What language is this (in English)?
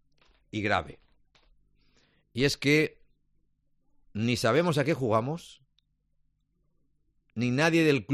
Spanish